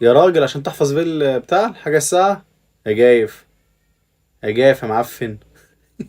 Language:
Egyptian Arabic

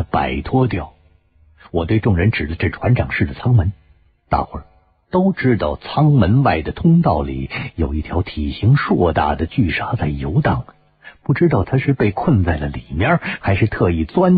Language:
Chinese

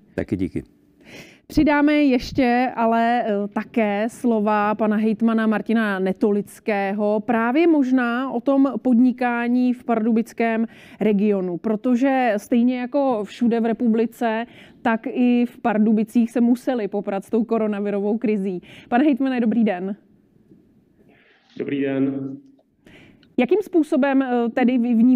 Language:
Czech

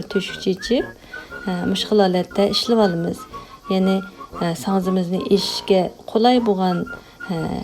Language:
Uyghur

